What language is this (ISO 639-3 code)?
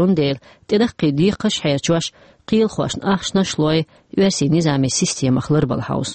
che